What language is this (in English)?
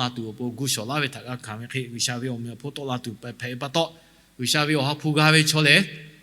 Lahu